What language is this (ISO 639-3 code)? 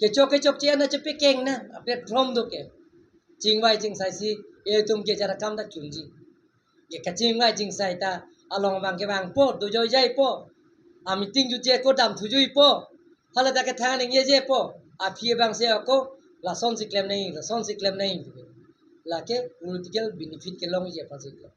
mjw